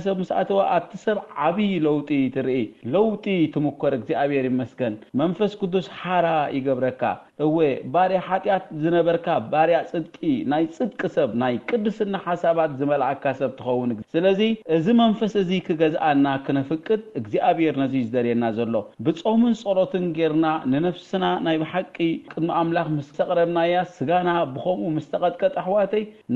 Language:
Tigrinya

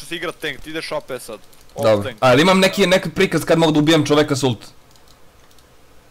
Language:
Serbian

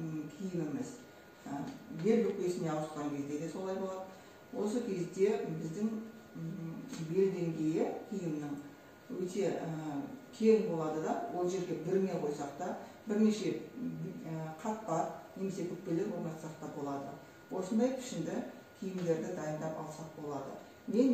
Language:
Kazakh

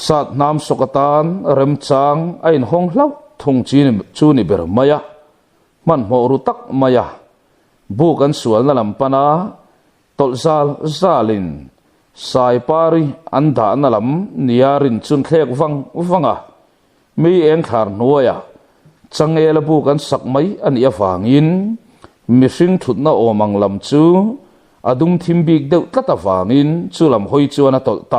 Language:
Mizo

